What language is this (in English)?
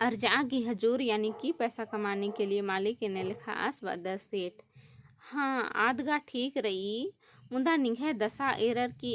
Kurukh